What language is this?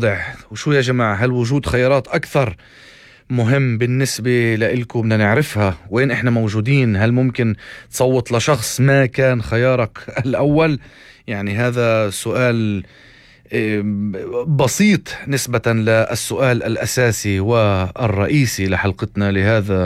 North Levantine Arabic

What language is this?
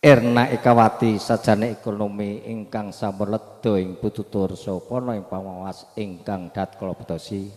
Javanese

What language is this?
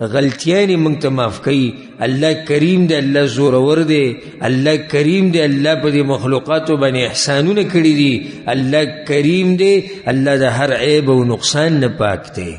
Pashto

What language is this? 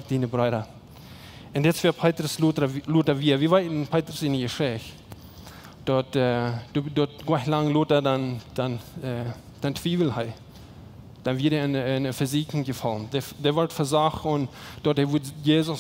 Plautdietsch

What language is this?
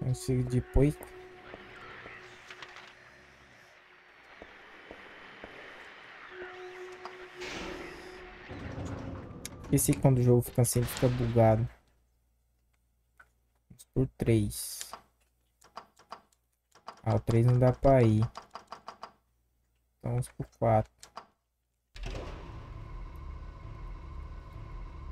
Portuguese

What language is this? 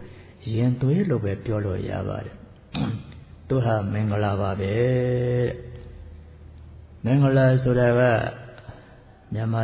Burmese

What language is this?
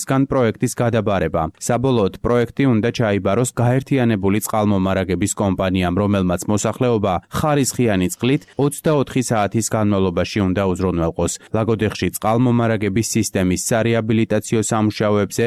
Georgian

